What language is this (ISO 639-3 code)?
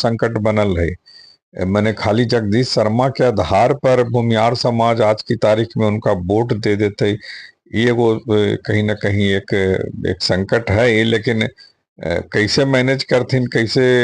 mag